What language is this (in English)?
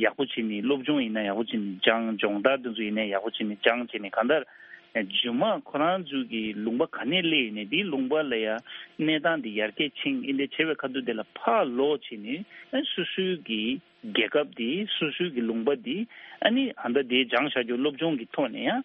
Tibetan